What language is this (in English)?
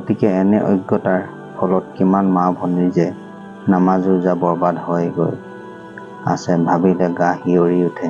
Assamese